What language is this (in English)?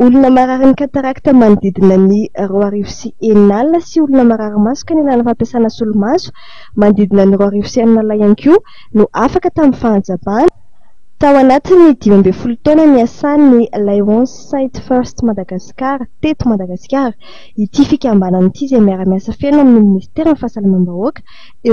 Malagasy